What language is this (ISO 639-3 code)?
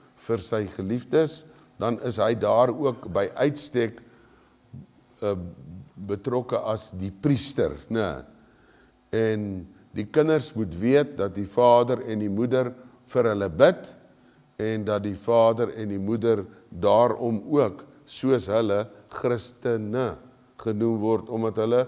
afr